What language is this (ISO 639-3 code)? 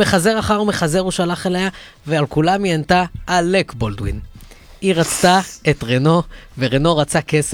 heb